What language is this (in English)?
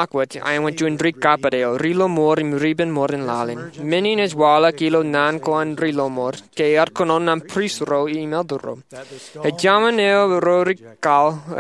Marshallese